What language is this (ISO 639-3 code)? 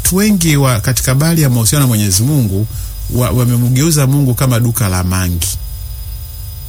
swa